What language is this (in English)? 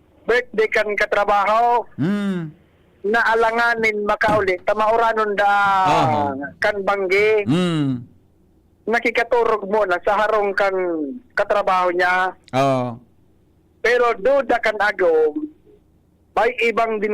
Bikol